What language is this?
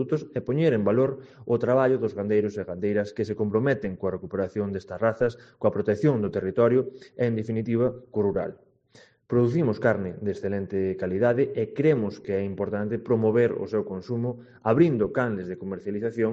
Galician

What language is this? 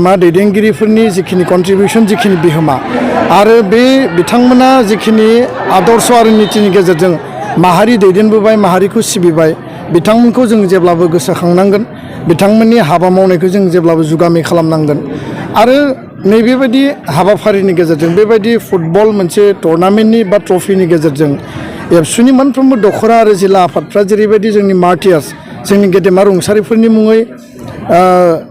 Bodo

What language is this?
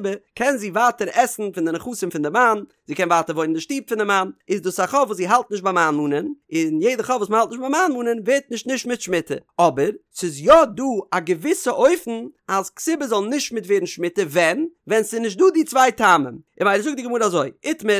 Yiddish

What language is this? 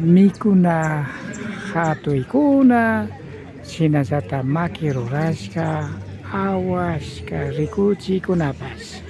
Imbabura Highland Quichua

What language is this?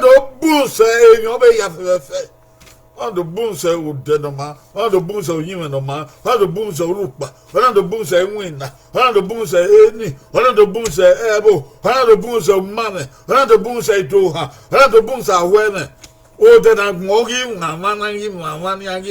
Bini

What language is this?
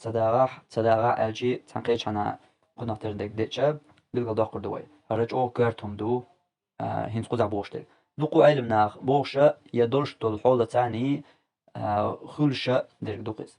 Chechen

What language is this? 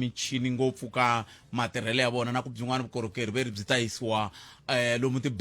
Tsonga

